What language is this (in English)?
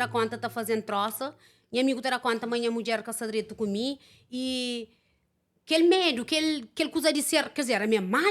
Kabuverdianu